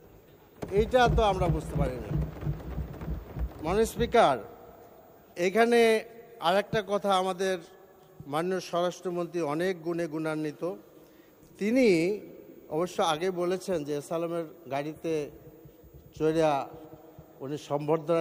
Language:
Bangla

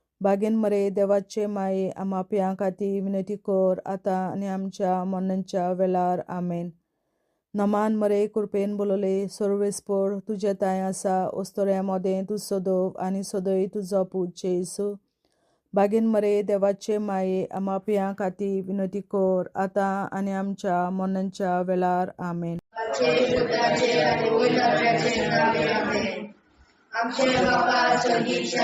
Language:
Konkani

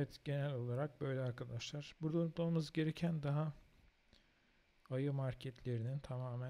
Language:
Turkish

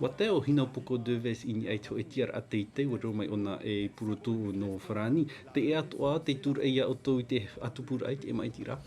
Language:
Tahitian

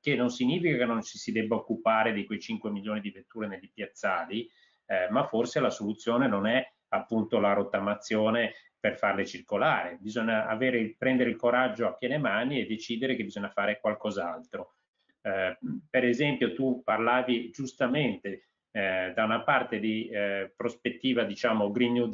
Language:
Italian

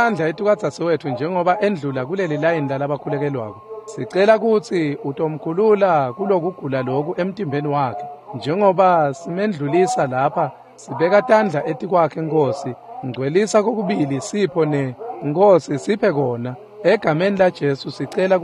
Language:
Swati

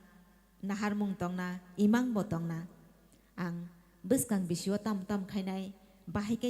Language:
Kok Borok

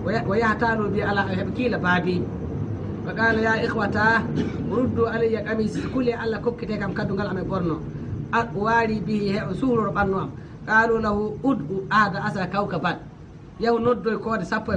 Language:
Fula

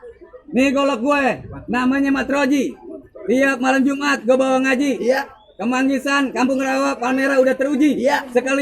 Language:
Betawi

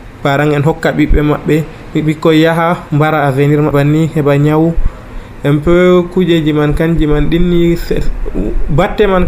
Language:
Nigerian Fulfulde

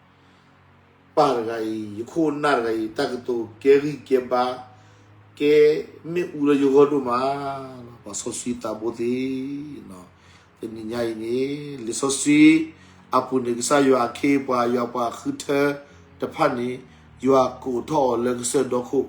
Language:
S'gaw Karen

